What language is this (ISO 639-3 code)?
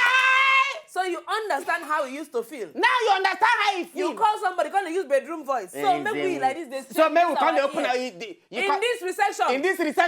pcm